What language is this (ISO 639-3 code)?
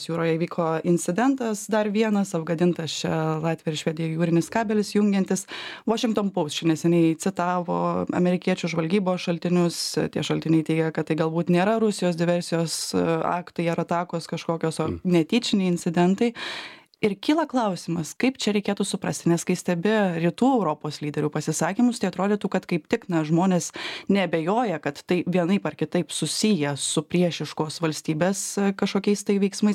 lit